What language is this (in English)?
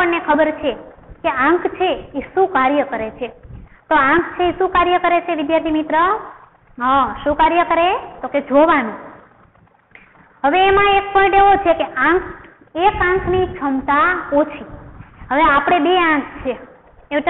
Gujarati